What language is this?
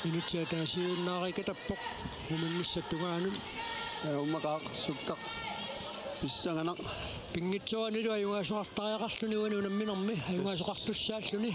Kalaallisut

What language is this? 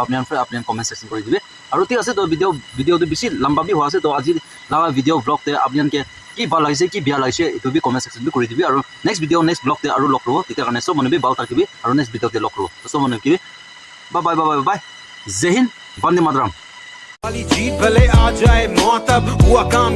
Naga Pidgin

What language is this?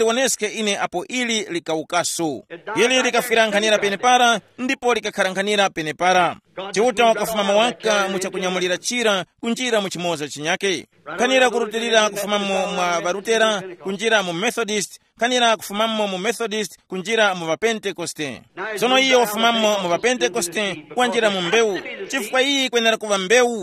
Tumbuka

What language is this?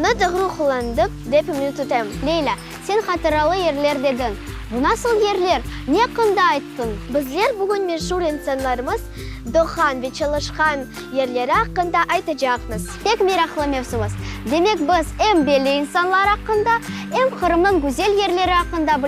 Crimean Tatar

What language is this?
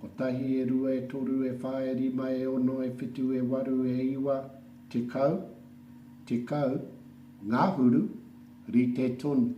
Māori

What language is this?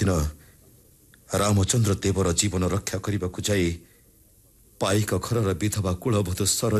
Odia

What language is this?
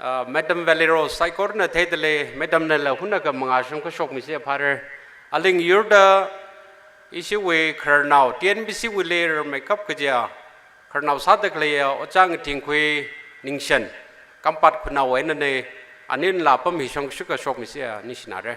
Tangkhul Naga (India)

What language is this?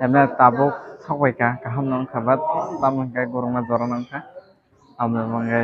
Kok Borok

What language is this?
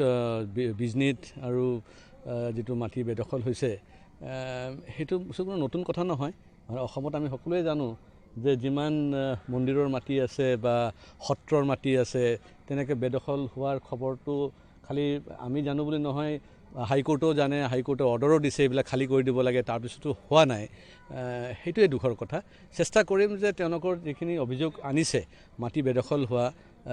Assamese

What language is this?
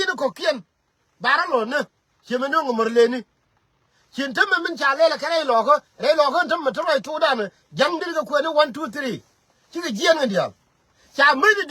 Nuer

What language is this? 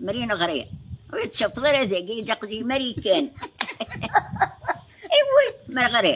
Kabyle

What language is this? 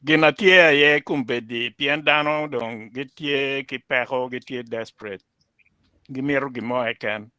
Acoli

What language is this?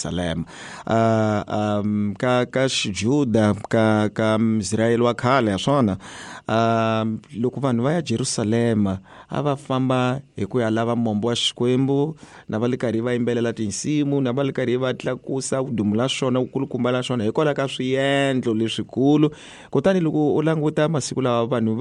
Tsonga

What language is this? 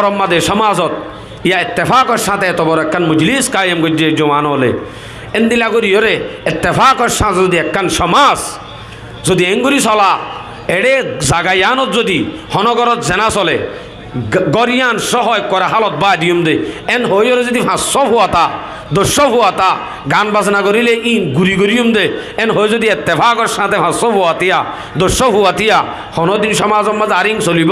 Rohingya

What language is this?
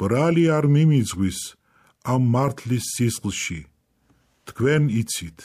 Georgian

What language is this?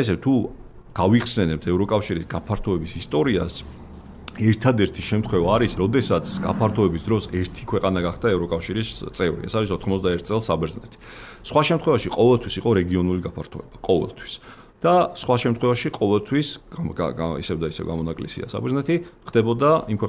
Georgian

